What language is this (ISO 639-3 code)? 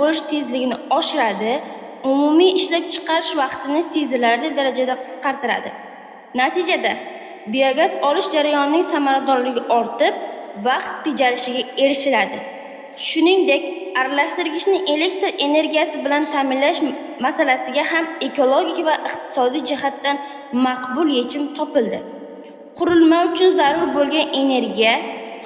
uzb